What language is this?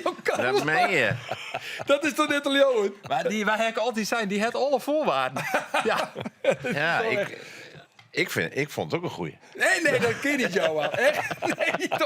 Western Frisian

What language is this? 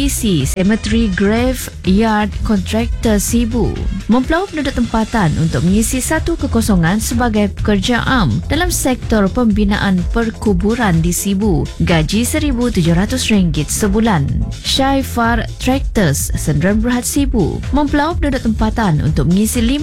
Malay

